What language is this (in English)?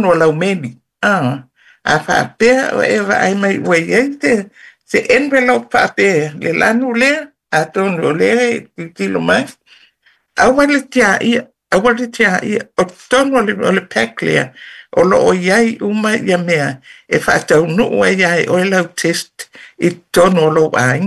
Samoan